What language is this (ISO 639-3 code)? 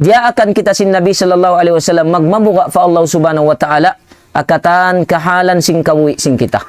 tsg